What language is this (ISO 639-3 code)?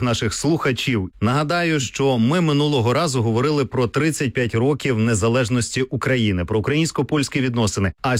ukr